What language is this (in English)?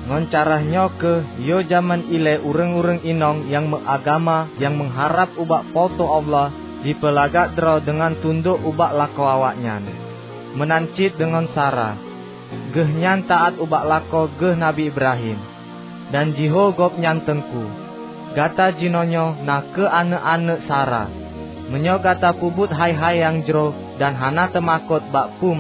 Achinese